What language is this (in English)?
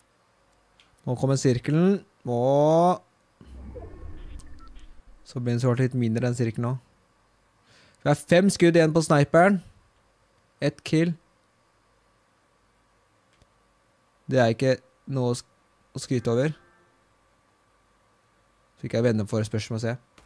Norwegian